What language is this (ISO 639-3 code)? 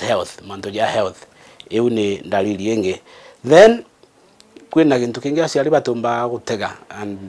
mer